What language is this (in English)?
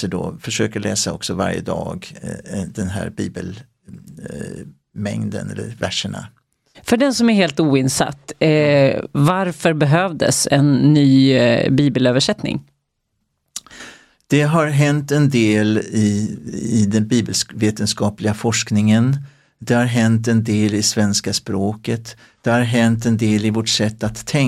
Swedish